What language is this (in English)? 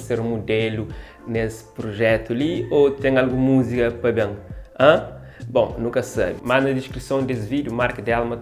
Kabuverdianu